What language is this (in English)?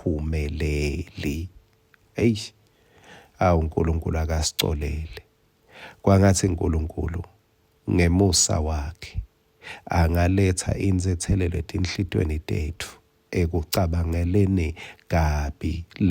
Swati